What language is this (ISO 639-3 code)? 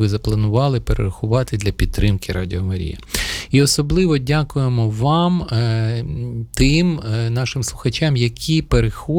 ukr